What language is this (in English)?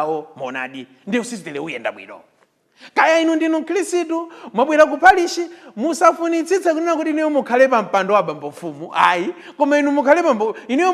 Nyanja